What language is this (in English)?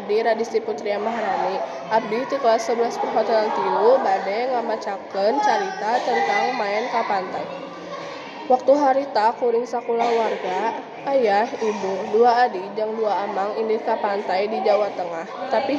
Sundanese